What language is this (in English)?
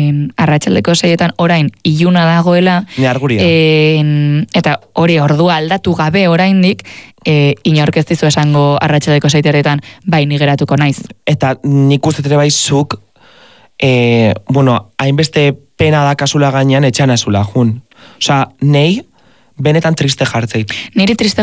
Basque